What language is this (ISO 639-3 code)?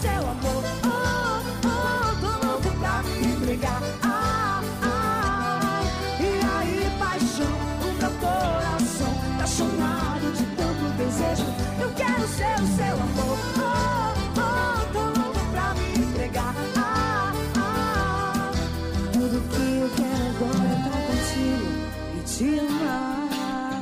por